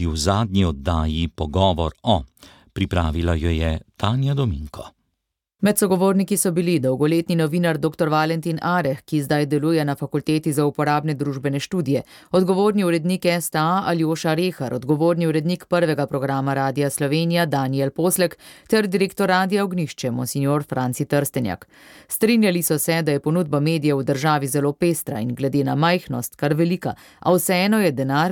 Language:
Slovenian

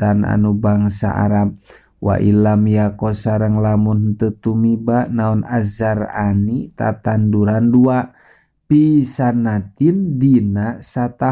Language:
Sundanese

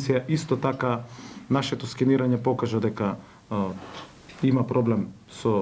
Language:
Macedonian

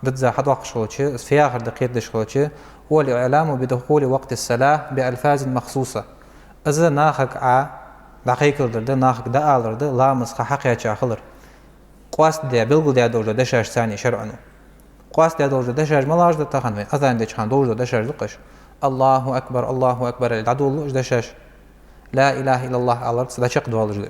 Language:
Ingush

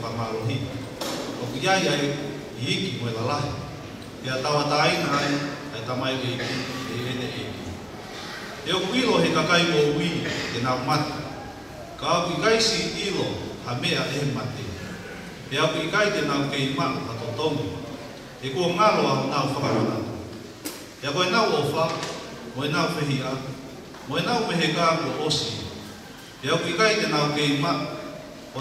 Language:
Tongan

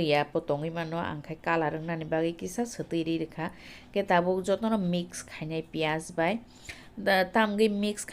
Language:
Kok Borok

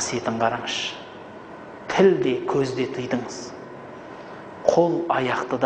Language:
Kazakh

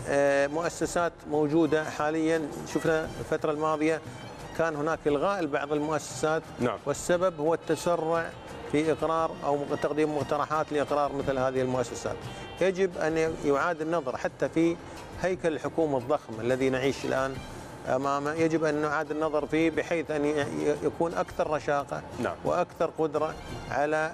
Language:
Arabic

